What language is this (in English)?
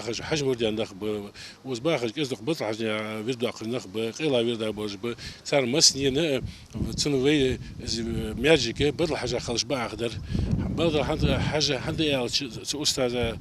Ingush